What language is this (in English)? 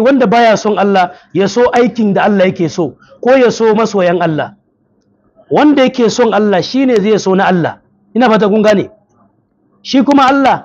Hausa